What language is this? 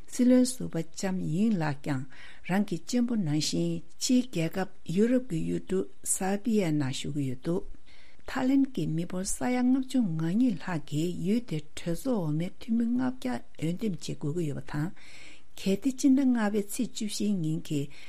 Tibetan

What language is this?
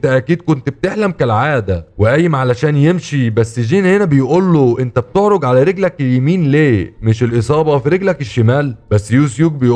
Egyptian Arabic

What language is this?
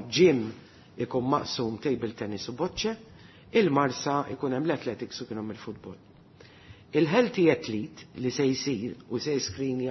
Maltese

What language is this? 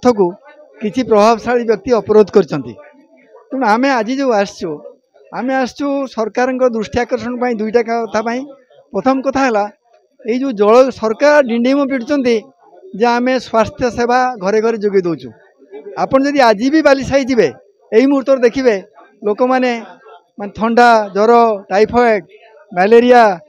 Odia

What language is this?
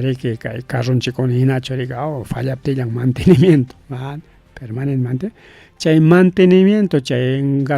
Ayacucho Quechua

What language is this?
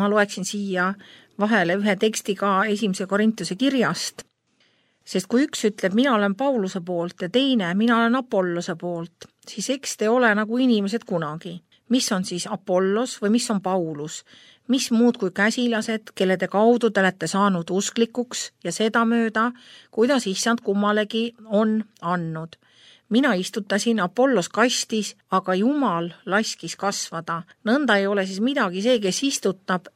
Estonian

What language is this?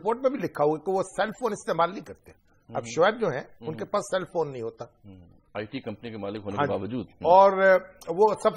Urdu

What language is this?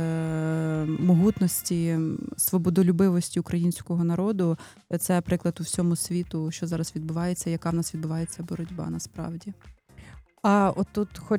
Ukrainian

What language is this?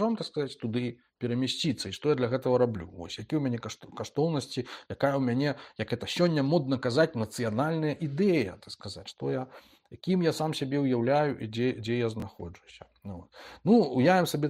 Belarusian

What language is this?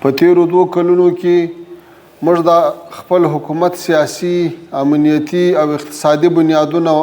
Pashto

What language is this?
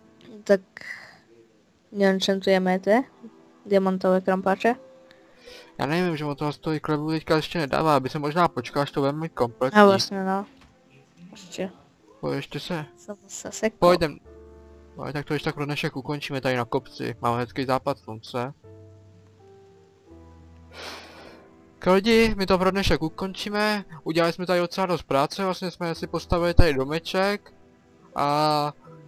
Czech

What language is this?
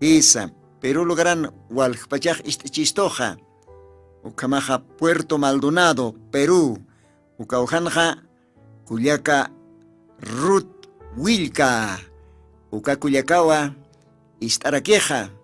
Aymara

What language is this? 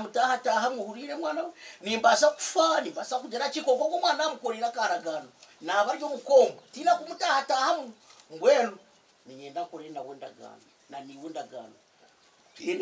Nyankole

